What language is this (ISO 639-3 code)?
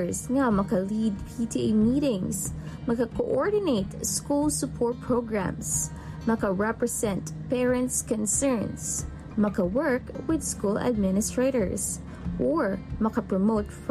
hil